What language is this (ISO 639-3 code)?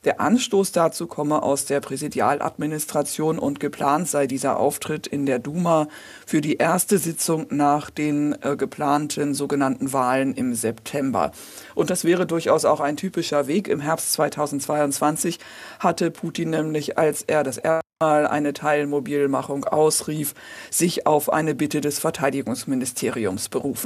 deu